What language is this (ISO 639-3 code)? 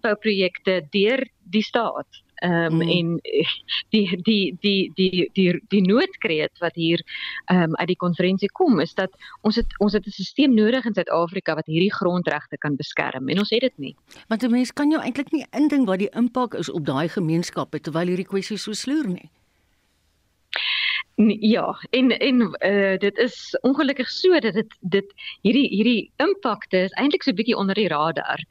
afr